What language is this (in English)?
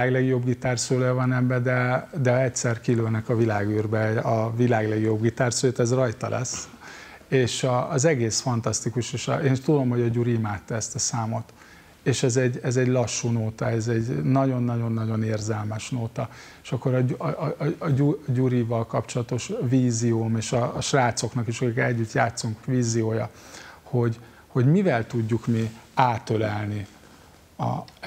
Hungarian